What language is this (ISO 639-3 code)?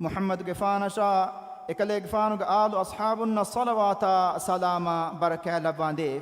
div